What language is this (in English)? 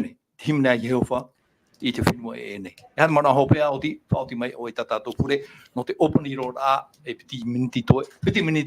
Tahitian